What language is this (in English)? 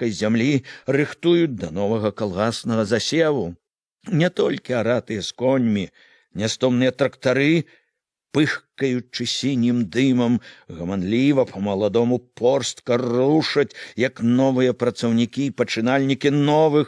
Belarusian